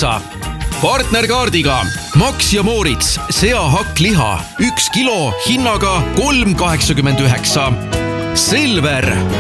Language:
Estonian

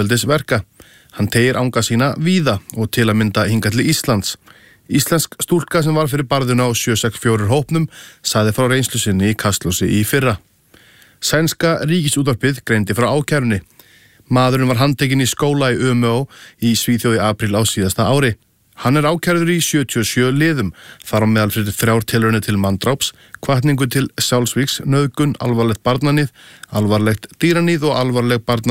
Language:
Icelandic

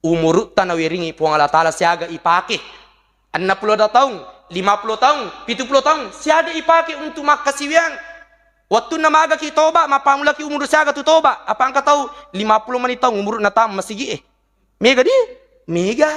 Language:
Buginese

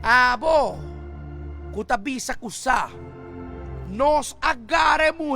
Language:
Papiamento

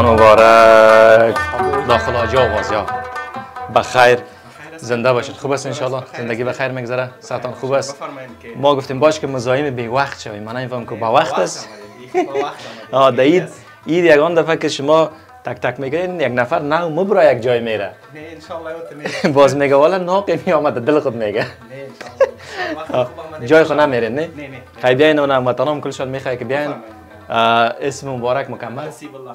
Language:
Persian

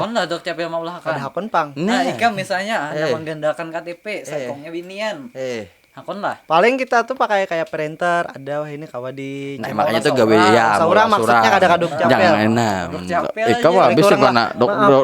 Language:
Banjar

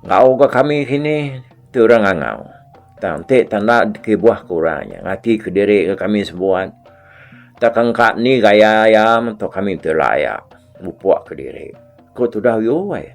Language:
Iban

